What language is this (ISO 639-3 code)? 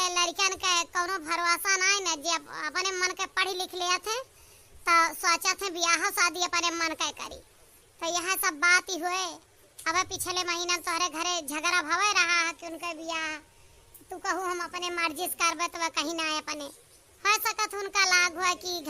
awa